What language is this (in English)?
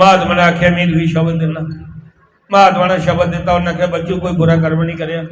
Dogri